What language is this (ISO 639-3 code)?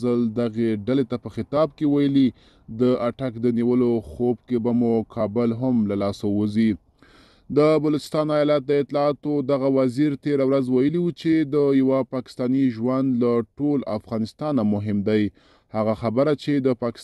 pus